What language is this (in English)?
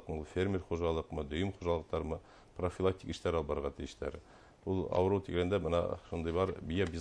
Bashkir